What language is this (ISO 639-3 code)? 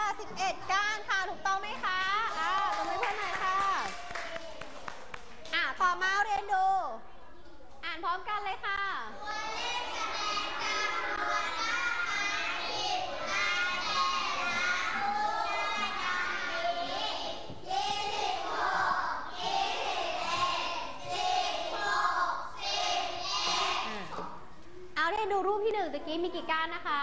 tha